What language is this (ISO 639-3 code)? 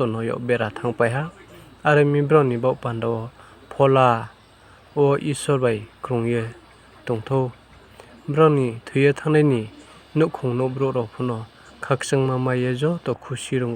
ria